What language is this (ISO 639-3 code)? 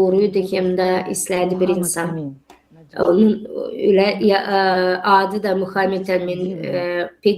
gag